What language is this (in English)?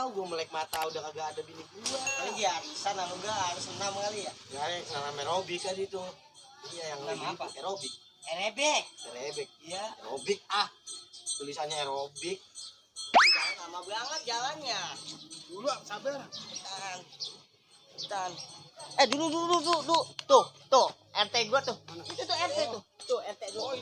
Betawi